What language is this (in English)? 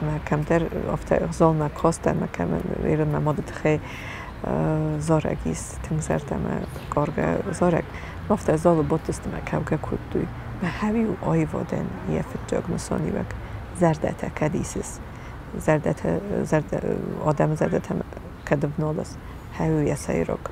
Ossetic